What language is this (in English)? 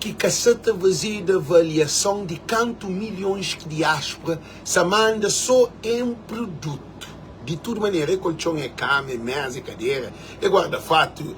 Kabuverdianu